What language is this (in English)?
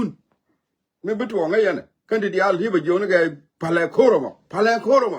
Nuer